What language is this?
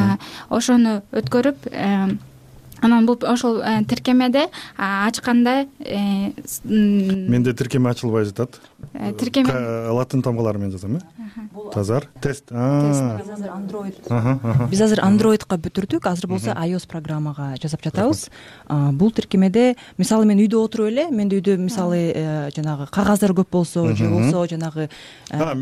Kyrgyz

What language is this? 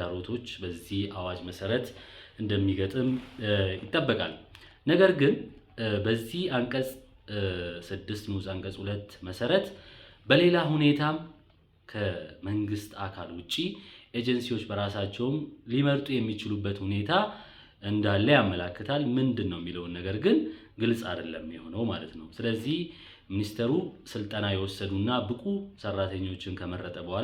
Amharic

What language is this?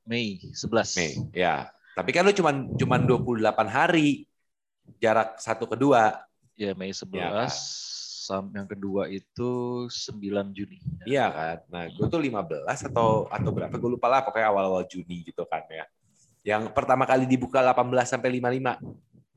Indonesian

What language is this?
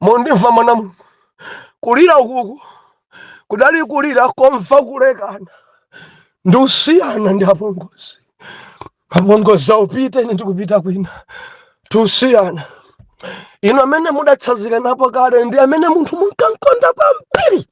Nyanja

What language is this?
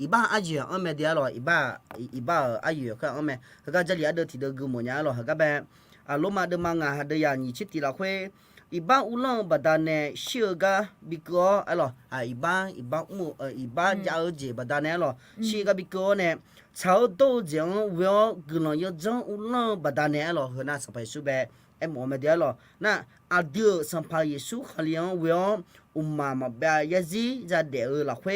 Akha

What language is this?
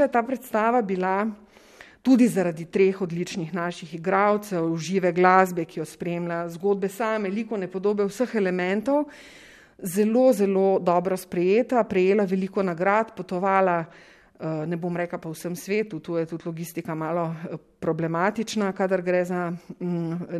Slovenian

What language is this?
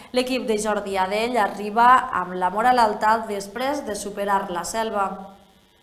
Catalan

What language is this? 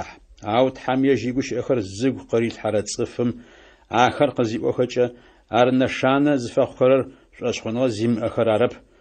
Adyghe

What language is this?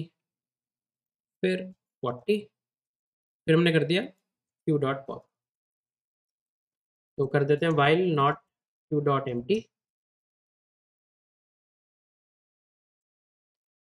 Hindi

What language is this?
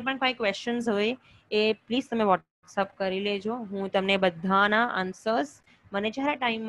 Gujarati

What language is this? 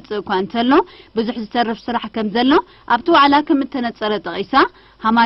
Tigrinya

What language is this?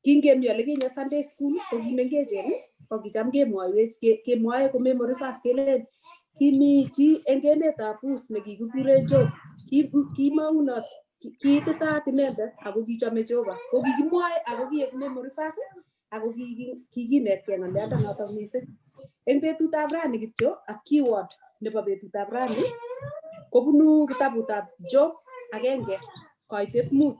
Kalenjin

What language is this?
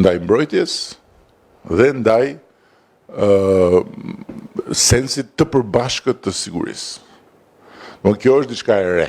Albanian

